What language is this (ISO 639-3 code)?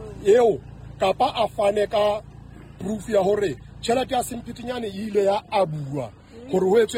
sot